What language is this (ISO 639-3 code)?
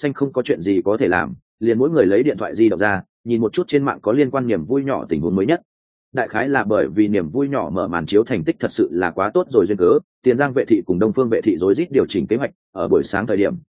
vie